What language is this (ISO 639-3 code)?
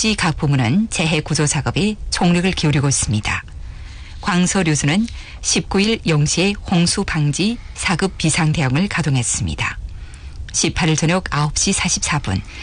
kor